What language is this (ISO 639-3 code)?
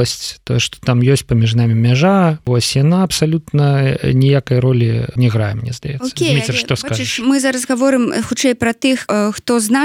bel